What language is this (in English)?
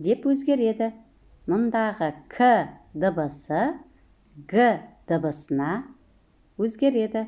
Kazakh